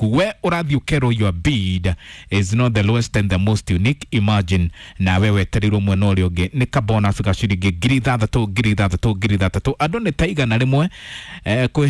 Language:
Kikuyu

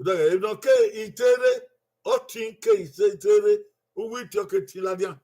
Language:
Bini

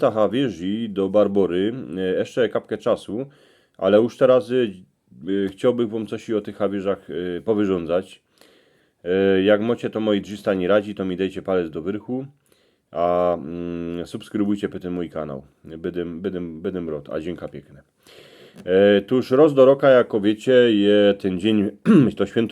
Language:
Silesian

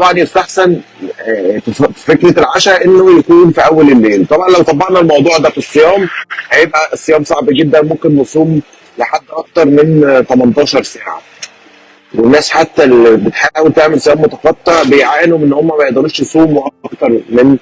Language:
Egyptian Arabic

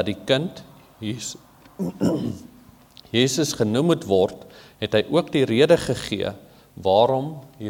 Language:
Afrikaans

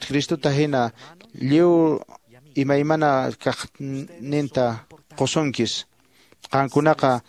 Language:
Quechua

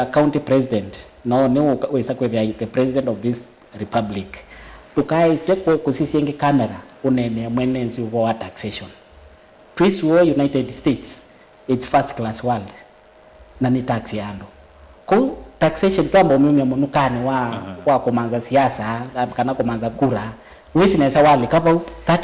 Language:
Kamba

